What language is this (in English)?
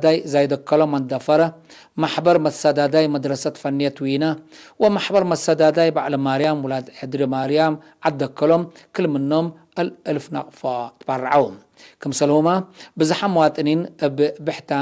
Tigre